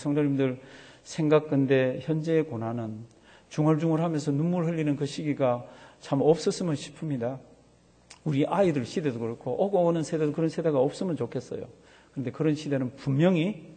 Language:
Korean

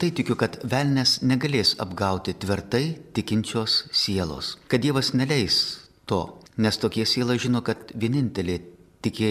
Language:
Lithuanian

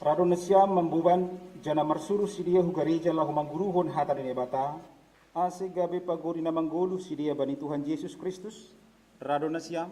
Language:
Batak Simalungun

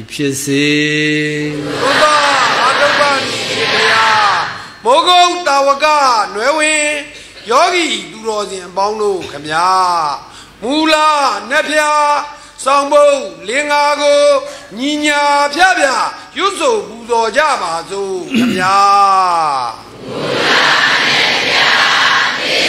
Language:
Burmese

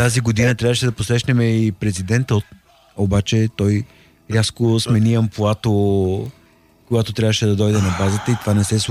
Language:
Bulgarian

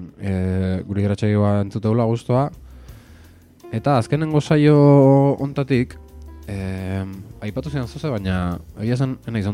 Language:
Basque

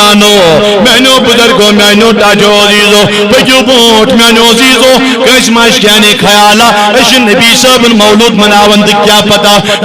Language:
Kashmiri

